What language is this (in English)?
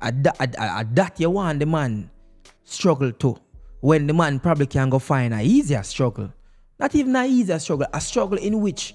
Jamaican Creole English